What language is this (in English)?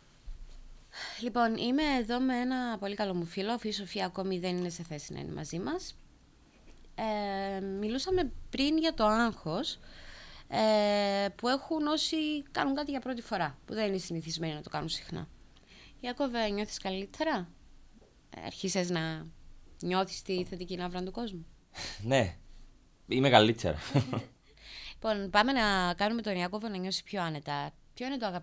Greek